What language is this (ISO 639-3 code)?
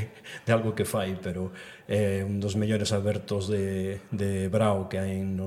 glg